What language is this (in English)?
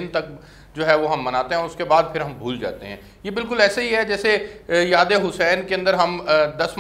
Urdu